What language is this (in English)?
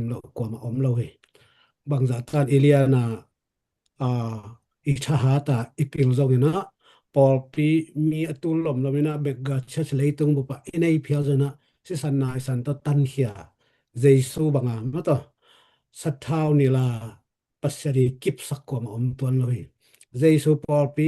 Tedim Chin